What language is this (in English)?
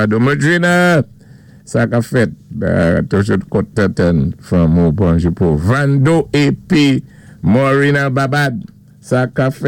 Saint Lucian Creole French